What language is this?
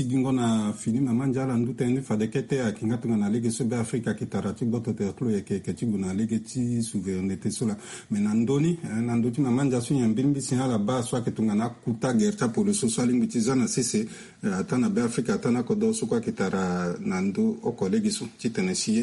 Sango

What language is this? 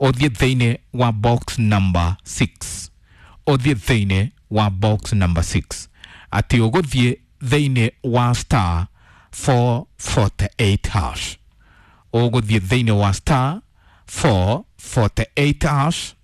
Kikuyu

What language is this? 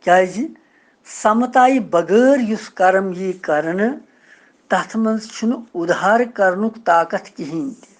Kashmiri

